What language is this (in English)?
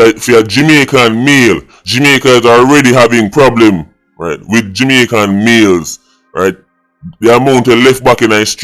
Jamaican Creole English